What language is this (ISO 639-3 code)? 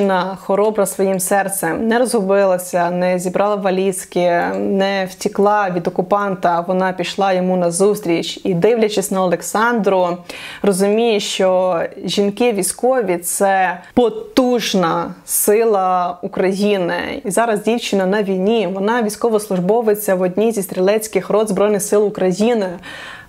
ukr